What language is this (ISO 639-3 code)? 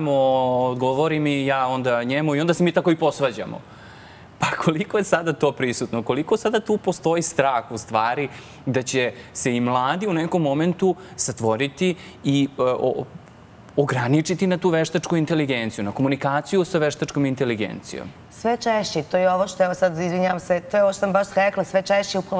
srp